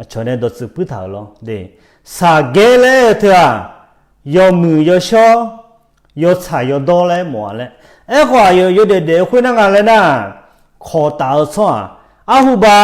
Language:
Akha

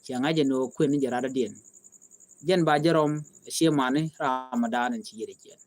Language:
Nuer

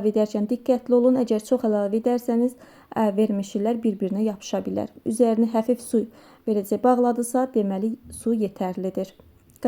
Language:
Azerbaijani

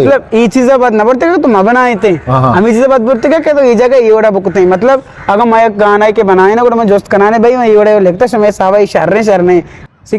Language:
Eastern Balochi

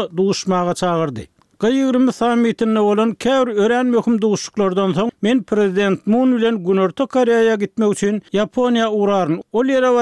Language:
Turkmen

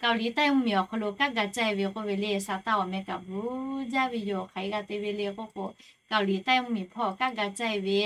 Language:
Lahu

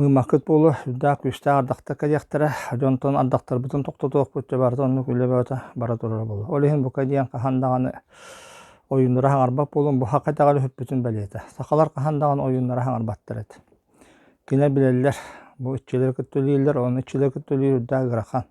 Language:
Yakut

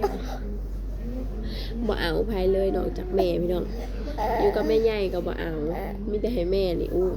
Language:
Northeastern Thai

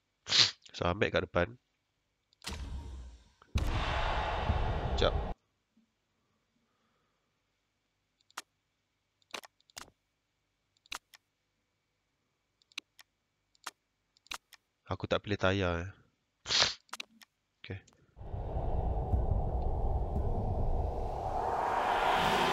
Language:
Malay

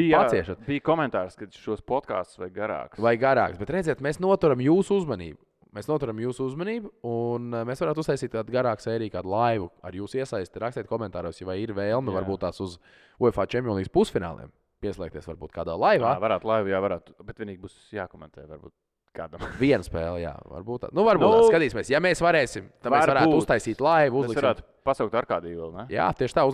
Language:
Latvian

